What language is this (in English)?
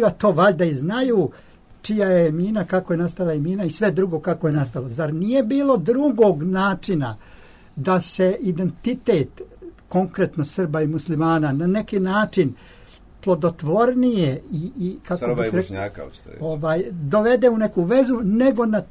Serbian